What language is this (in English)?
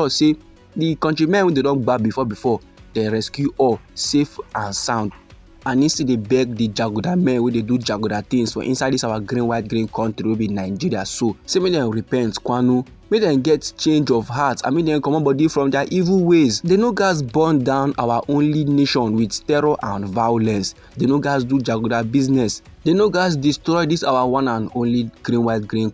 Nigerian Pidgin